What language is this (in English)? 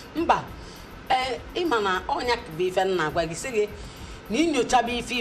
Igbo